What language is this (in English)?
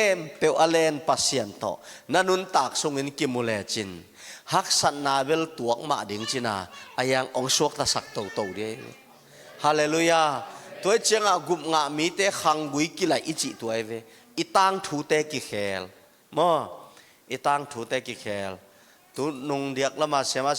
Tedim Chin